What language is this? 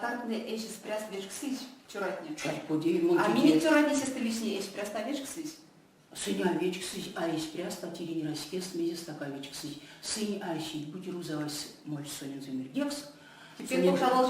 Erzya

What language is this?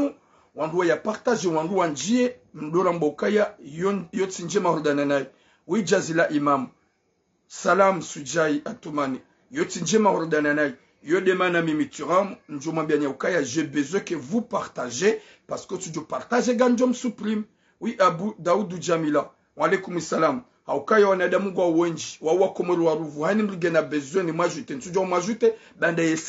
Ngazidja Comorian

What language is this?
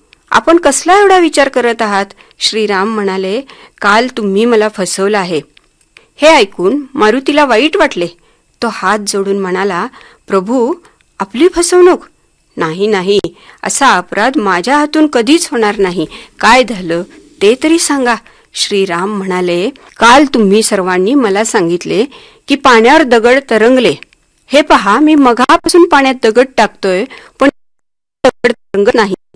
Marathi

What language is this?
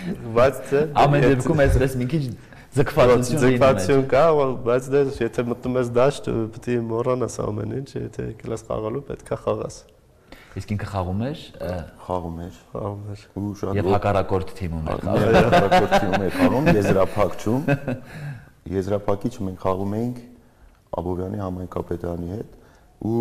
Armenian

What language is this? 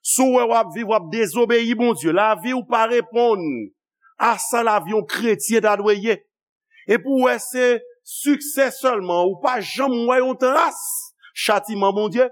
Haitian Creole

